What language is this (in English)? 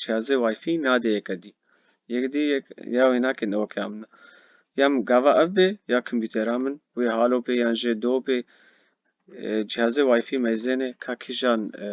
Kurdish